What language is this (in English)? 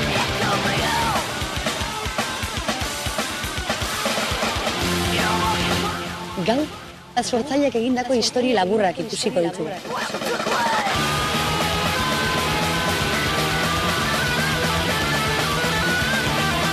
Basque